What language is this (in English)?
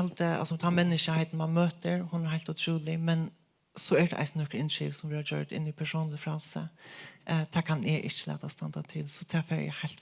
Faroese